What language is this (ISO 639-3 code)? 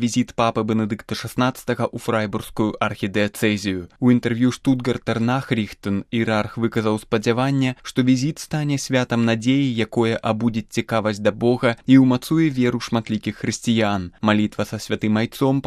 bel